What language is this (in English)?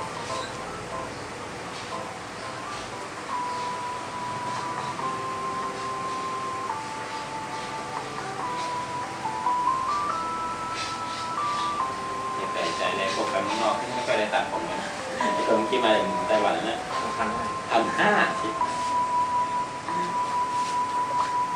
Thai